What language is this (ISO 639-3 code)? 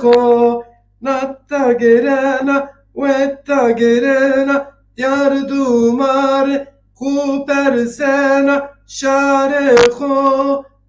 zza